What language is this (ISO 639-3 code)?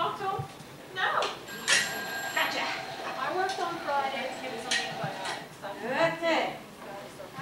eng